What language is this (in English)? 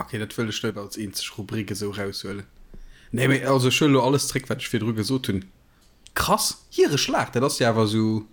Luxembourgish